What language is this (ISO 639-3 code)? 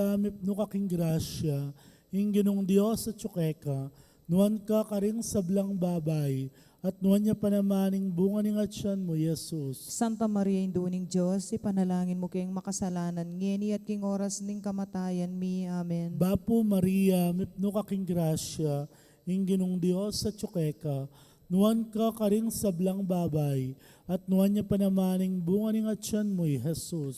pam